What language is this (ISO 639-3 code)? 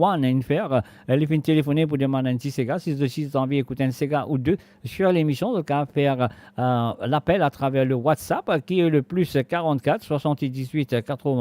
mfe